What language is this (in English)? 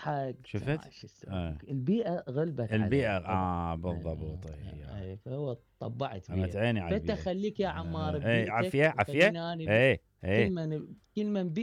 Mesopotamian Arabic